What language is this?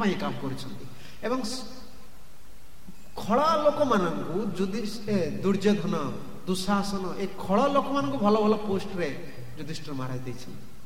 Odia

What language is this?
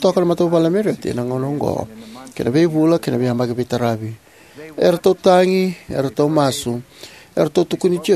Fijian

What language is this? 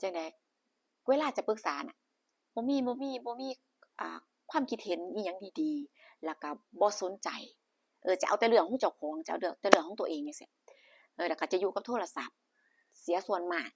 Northeastern Thai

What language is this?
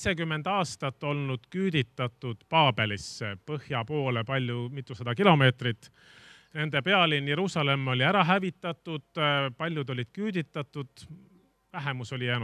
Estonian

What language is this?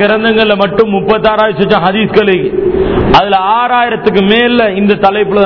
Tamil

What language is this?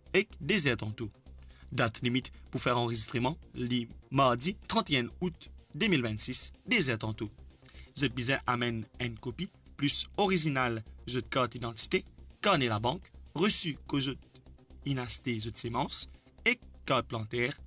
Morisyen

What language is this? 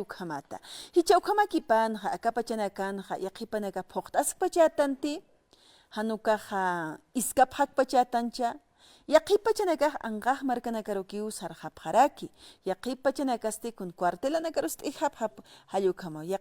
Aymara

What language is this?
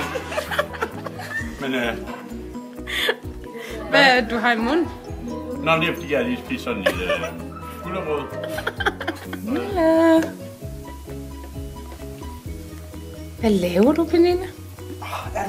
Danish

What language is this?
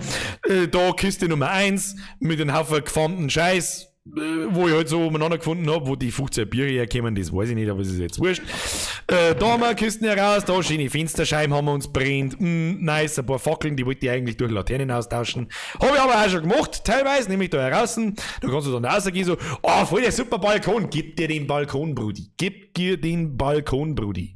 Bavarian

